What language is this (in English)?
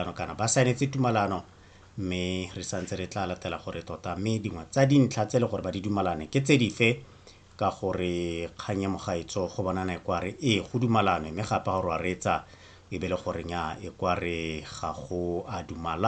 Tswana